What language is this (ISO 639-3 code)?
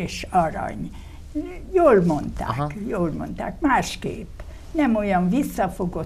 hun